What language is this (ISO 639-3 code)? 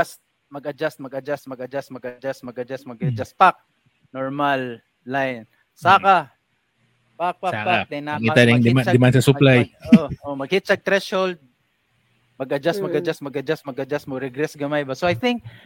fil